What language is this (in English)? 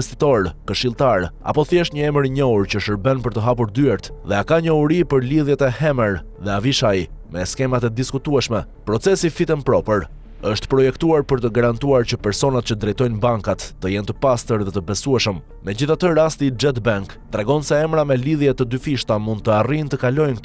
Albanian